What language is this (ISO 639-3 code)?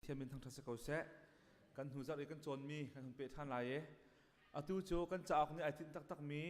cnh